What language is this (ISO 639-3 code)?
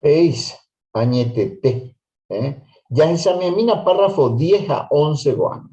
grn